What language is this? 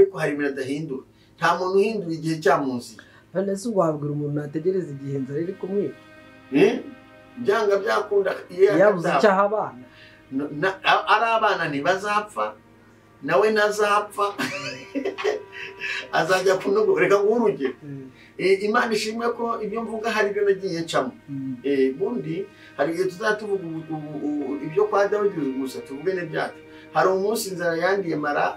Kinyarwanda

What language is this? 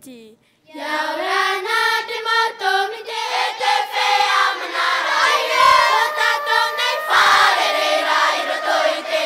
Tahitian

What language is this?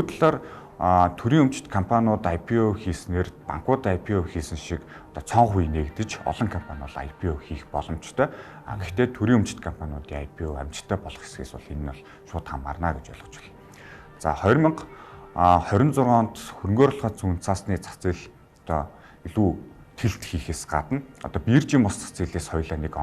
Mongolian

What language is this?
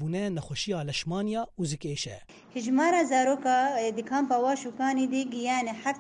Kurdish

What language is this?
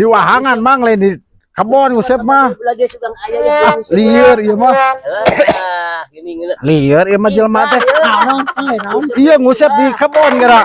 Sundanese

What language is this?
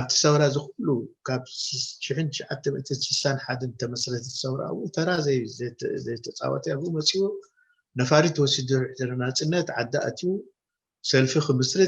Tigrinya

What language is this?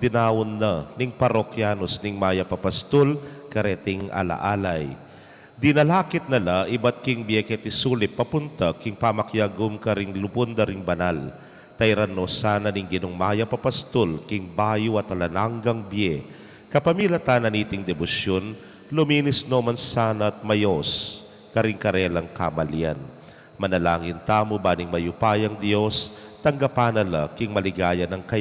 Pampanga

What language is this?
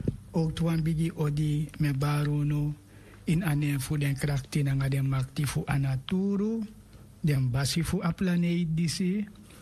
Sranan Tongo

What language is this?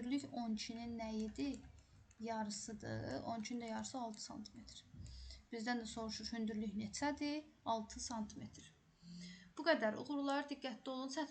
Azerbaijani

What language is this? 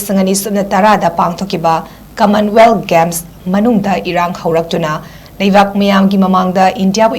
Manipuri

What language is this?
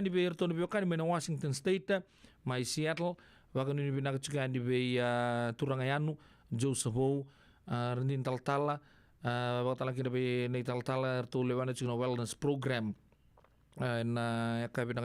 Fijian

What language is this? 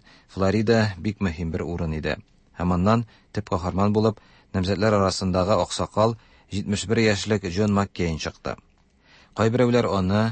Tatar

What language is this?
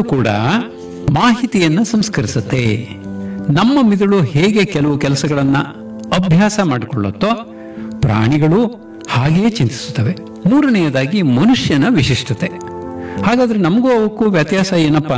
Kannada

